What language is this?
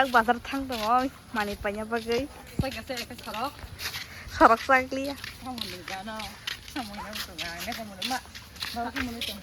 Kok Borok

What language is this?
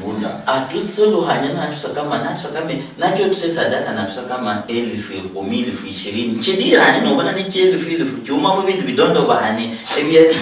Luyia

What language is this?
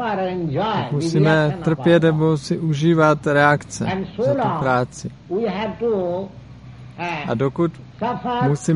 Czech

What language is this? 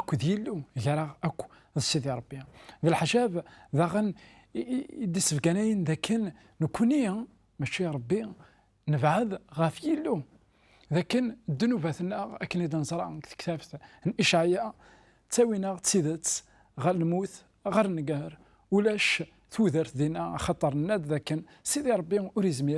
Kabyle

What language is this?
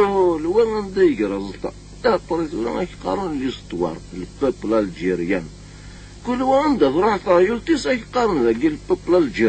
Kabyle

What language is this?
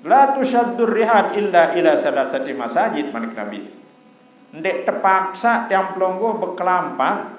Sasak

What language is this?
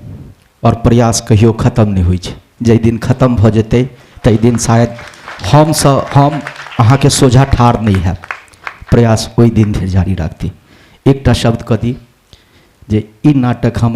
Maithili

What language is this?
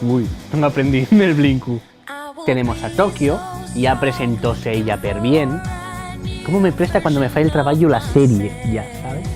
Asturian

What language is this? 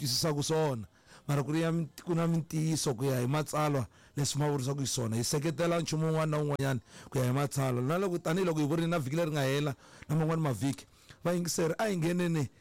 Tsonga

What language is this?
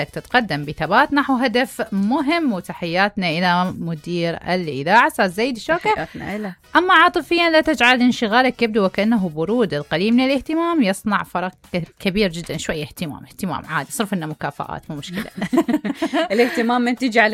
Mesopotamian Arabic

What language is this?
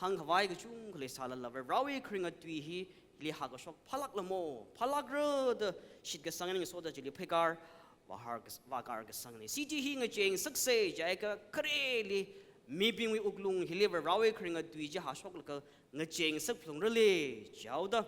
Tangkhul Naga (India)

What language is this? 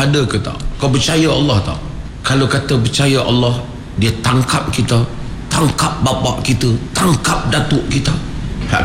Malay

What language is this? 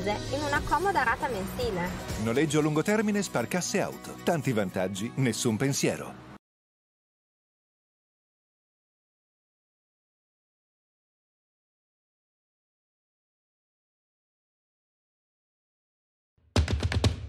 Italian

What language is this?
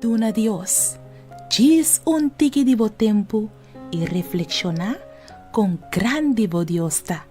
Papiamento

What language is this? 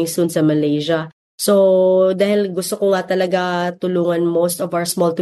Filipino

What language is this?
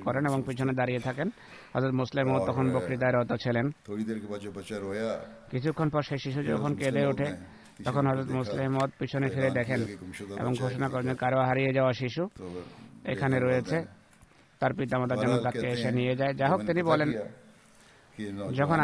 Bangla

